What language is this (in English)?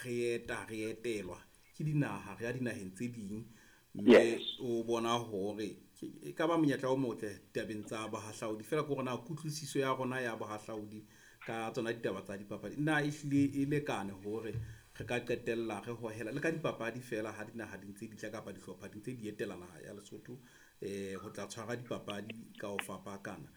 Southern Sotho